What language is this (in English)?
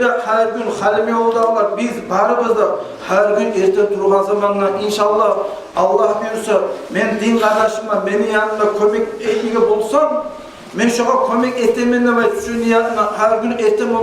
Kumyk